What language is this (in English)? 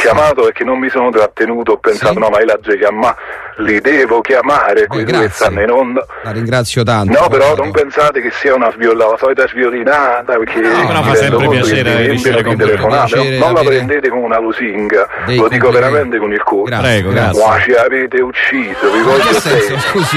Italian